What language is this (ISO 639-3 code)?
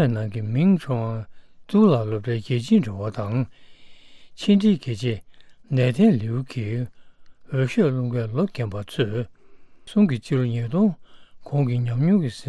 bod